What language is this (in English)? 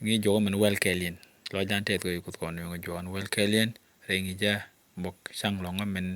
Nuer